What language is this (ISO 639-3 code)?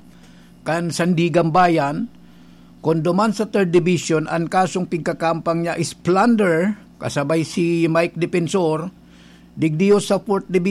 bik